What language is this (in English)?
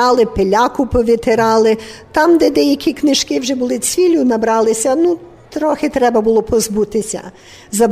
Ukrainian